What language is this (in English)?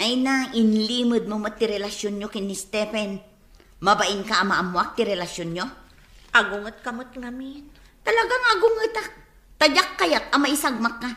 Iloko